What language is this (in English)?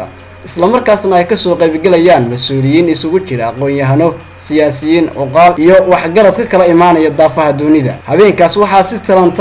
Somali